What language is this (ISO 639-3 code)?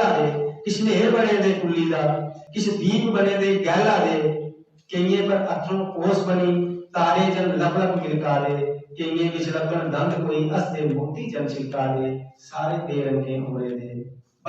doi